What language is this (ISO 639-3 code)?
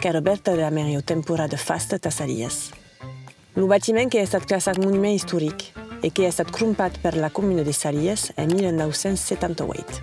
oci